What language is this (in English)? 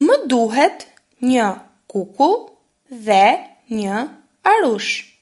Albanian